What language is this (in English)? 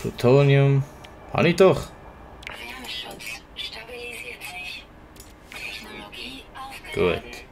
Swiss German